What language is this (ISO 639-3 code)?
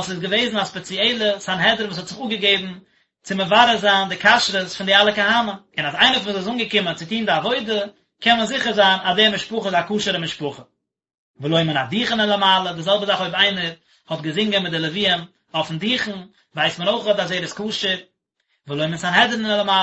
yid